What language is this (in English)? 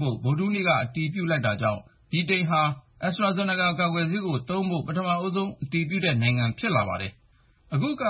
Burmese